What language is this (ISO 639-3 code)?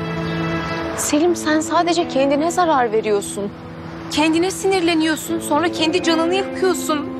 tur